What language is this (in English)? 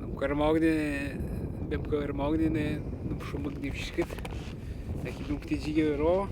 Atikamekw